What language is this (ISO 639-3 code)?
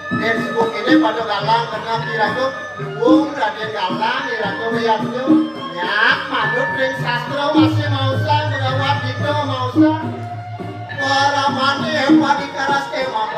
ban